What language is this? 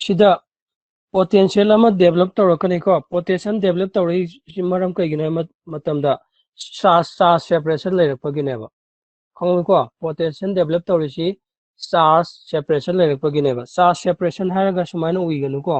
Manipuri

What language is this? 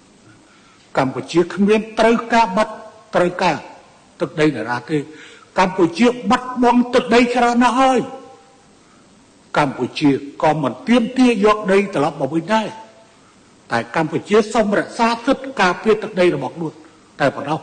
Khmer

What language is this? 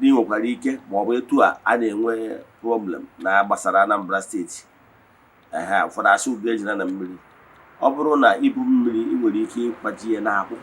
Igbo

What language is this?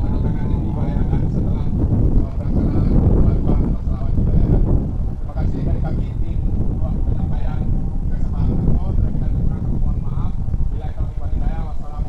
Minangkabau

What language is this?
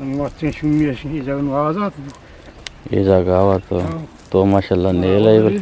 Eastern Balochi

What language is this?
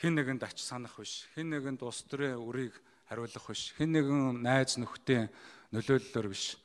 Mongolian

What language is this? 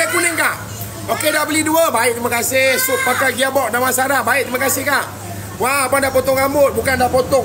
Malay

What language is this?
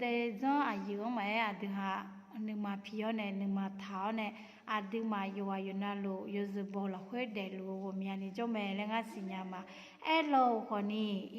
Akha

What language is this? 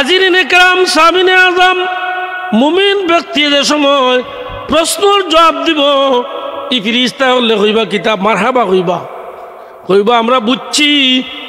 Sylheti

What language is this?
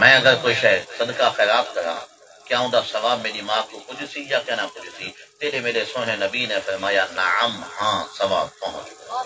Saraiki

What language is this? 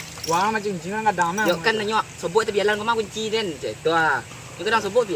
Minangkabau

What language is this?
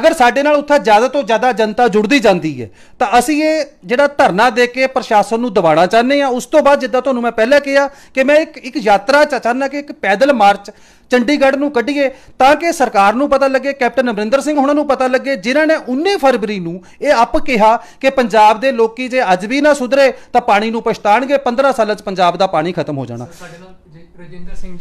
Punjabi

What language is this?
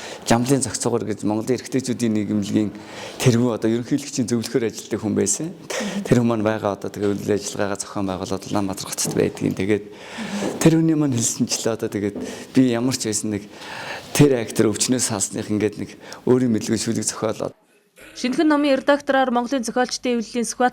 Mongolian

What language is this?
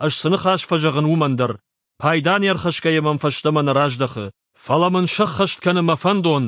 Ossetic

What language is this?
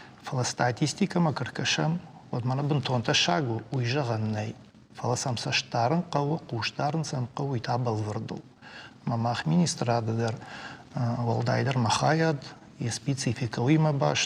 Ossetic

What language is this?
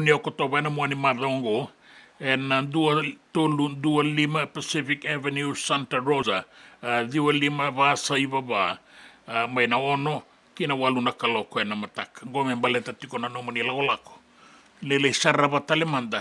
Fijian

